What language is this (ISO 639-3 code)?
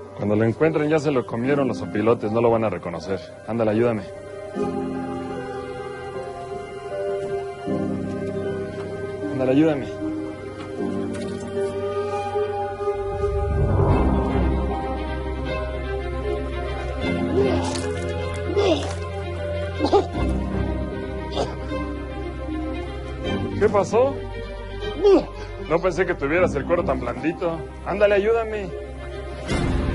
spa